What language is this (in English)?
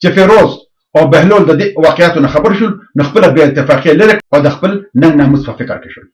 Pashto